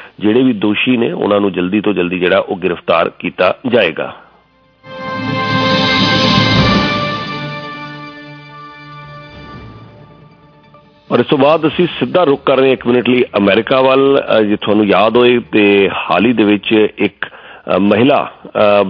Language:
Punjabi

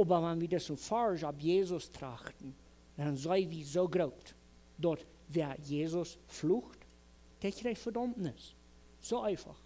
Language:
Plautdietsch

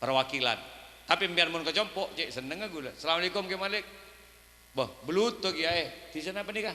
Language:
Madurese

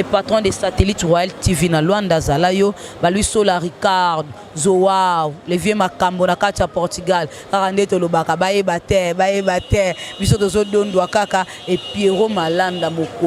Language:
Lingala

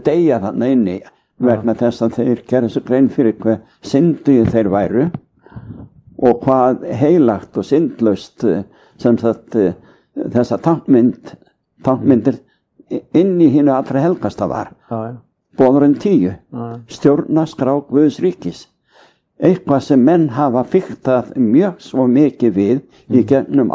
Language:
Icelandic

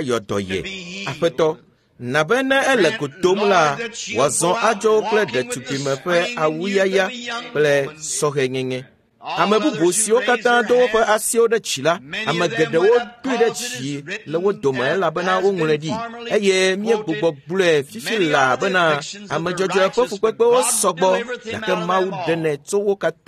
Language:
Ewe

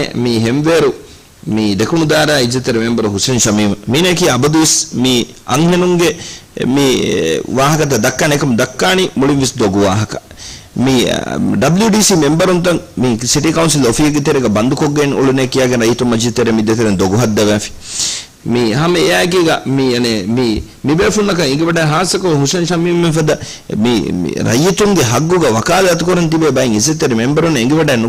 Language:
Divehi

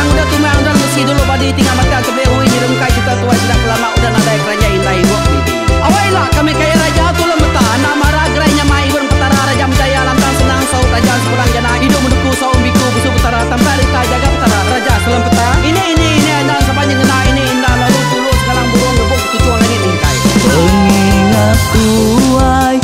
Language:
Iban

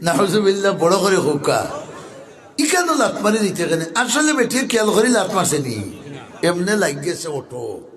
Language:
Sylheti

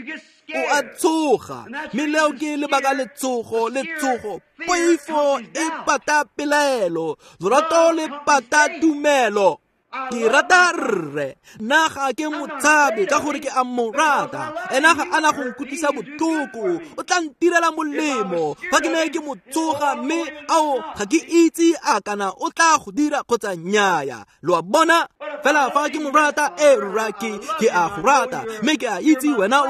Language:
Tswana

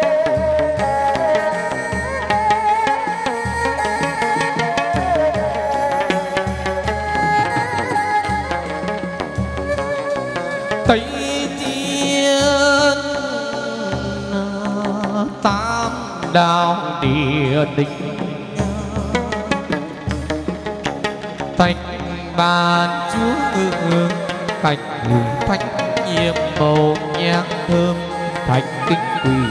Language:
Vietnamese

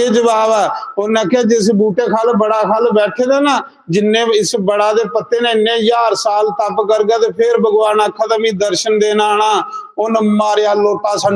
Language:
Dogri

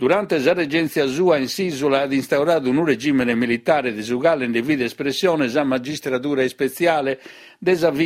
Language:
Sardinian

